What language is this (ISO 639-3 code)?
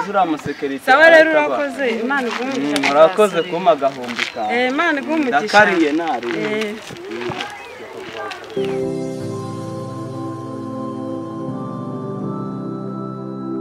kin